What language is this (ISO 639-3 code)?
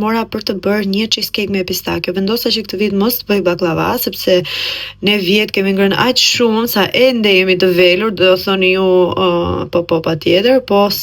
sqi